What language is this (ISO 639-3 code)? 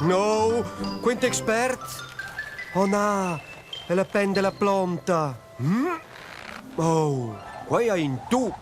roh